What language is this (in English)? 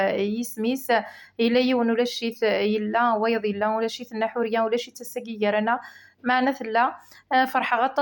Kabyle